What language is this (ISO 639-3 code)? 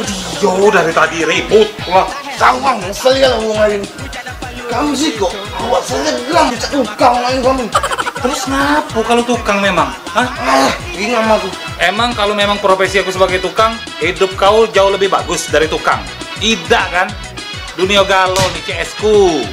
mui